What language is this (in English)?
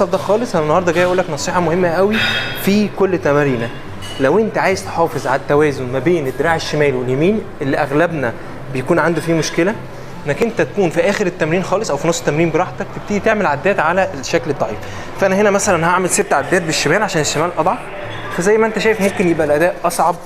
Egyptian Arabic